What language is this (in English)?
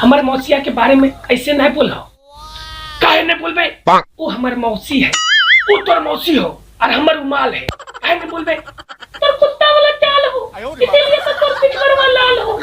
Magahi